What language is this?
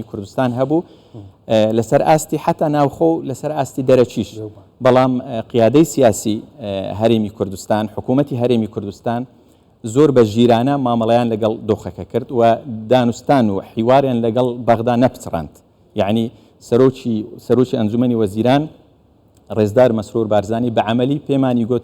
Central Kurdish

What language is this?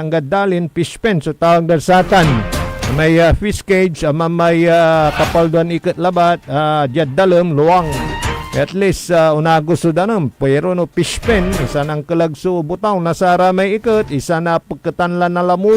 Pangasinan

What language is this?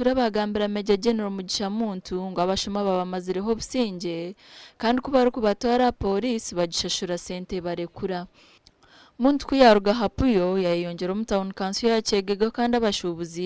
Nyankole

